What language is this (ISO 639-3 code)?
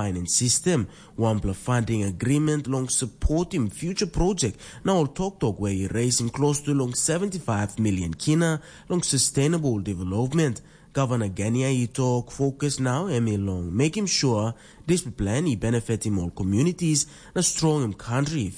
tpi